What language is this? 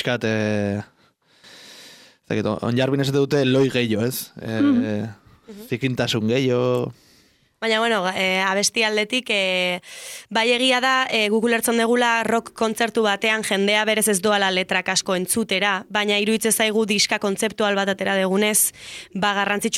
Basque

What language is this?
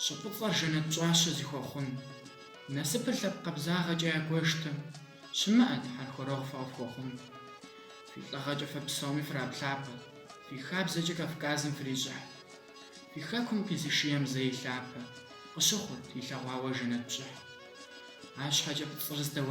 Kabardian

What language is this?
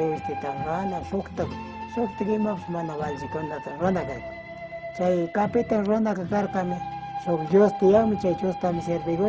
Chimborazo Highland Quichua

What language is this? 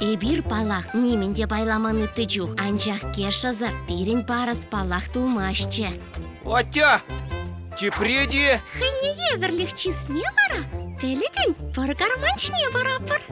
Chuvash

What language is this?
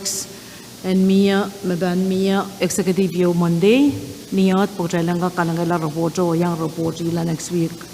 Pohnpeian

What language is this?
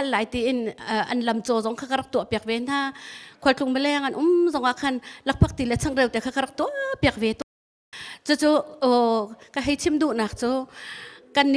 Hakha Chin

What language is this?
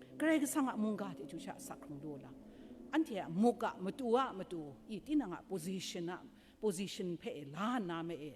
Kachin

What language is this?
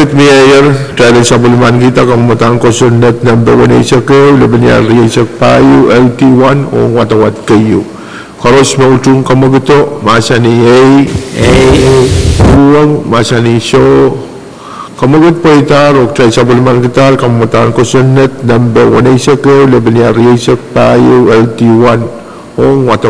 Pohnpeian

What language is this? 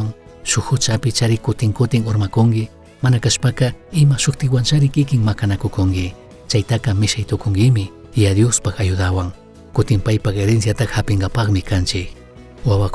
Chimborazo Highland Quichua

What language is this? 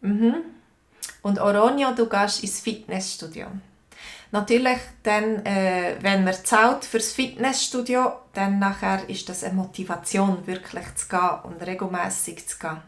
Swiss German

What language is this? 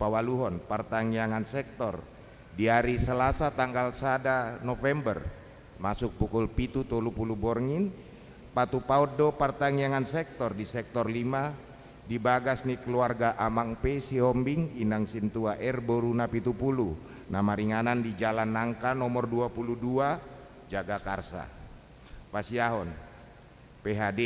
Batak Toba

